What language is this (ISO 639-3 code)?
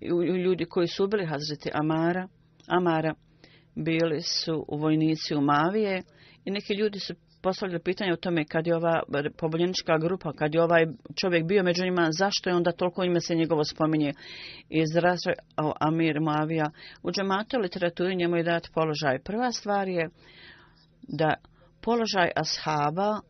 bos